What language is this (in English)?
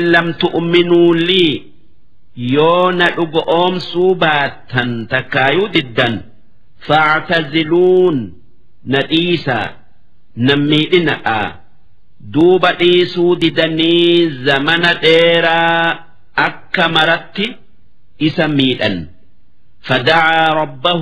Oromo